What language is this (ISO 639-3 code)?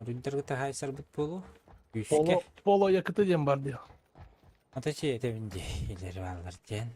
sah